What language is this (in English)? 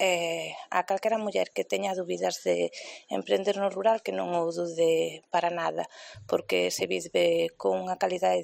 Galician